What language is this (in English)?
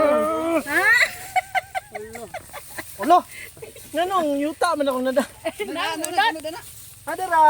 Cebuano